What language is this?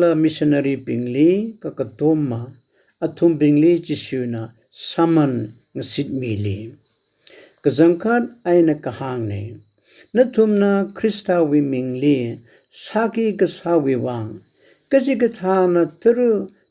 Tangkhul Naga (India)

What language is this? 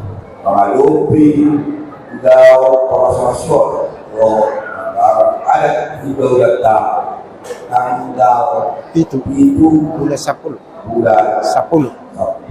Batak Toba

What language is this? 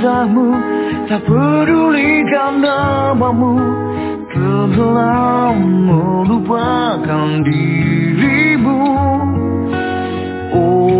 Indonesian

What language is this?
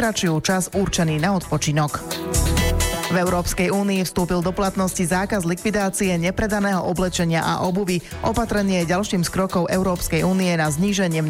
Slovak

